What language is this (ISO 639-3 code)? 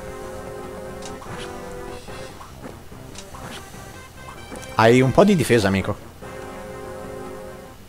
ita